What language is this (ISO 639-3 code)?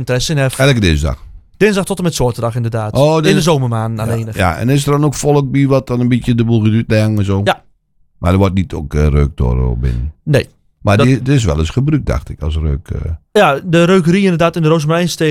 nld